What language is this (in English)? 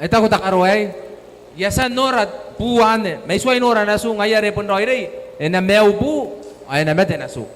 Gilbertese